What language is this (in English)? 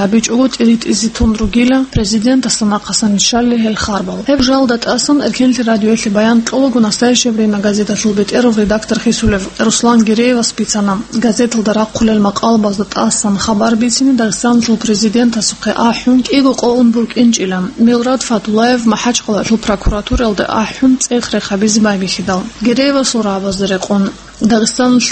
Avaric